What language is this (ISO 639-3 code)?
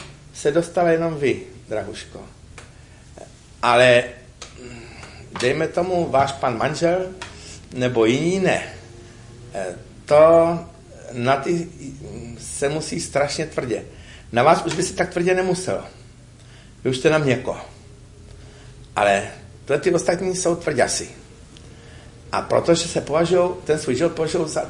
ces